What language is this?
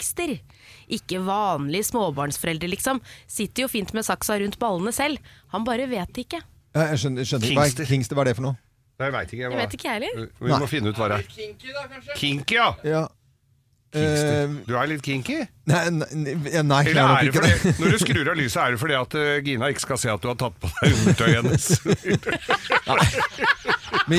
Norwegian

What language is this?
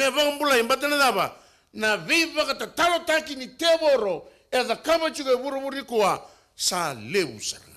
Fijian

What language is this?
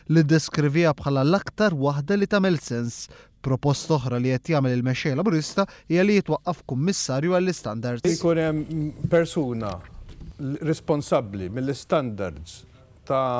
Maltese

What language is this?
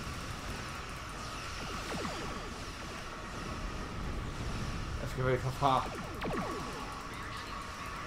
Danish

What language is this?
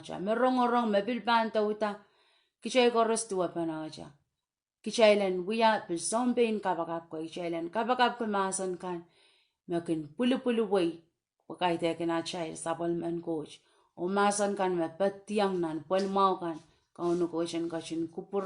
Pohnpeian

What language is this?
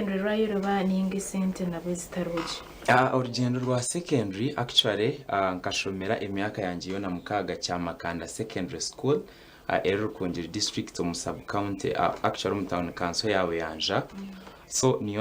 Nyankole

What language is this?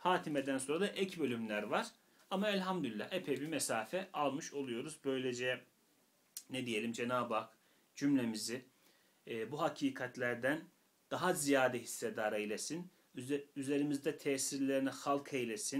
Turkish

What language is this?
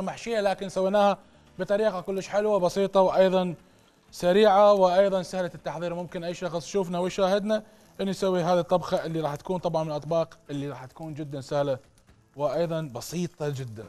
Mesopotamian Arabic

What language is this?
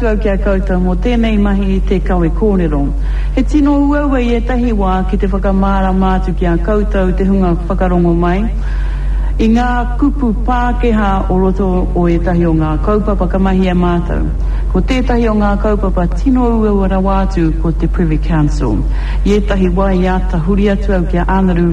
Māori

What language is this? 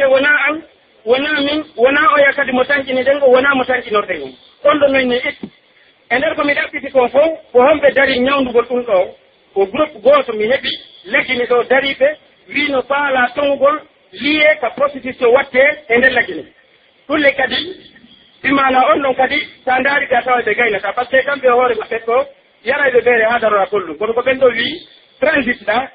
Pular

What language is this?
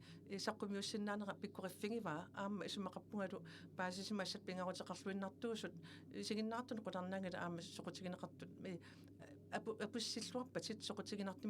Kalaallisut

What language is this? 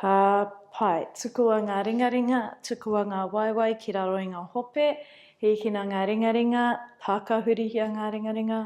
Māori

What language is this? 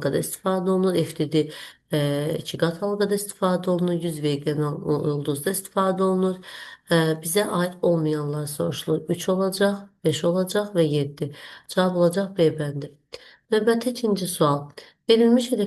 Azerbaijani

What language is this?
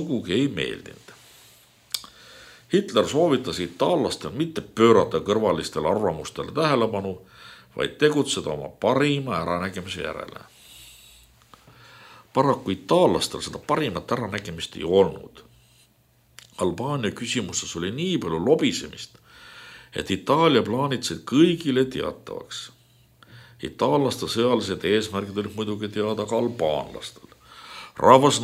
Estonian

